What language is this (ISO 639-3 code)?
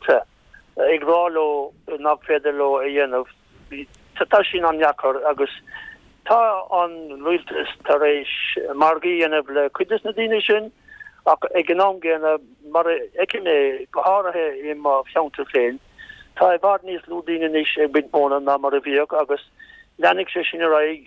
gle